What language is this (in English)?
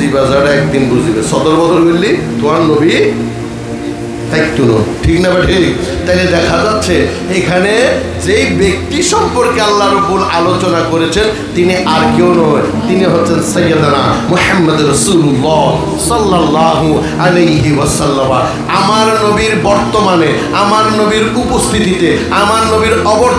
Bangla